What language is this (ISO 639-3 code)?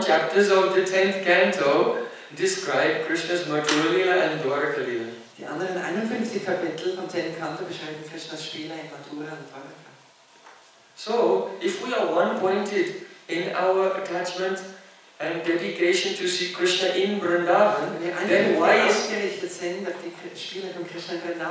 deu